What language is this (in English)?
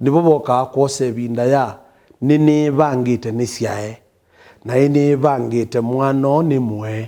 Kamba